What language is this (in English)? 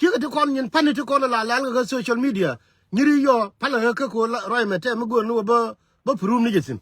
Nuer